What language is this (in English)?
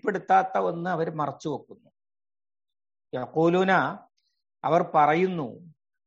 Malayalam